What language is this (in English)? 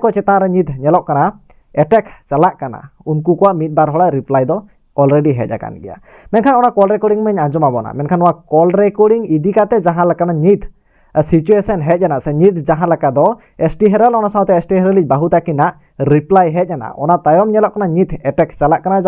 Santali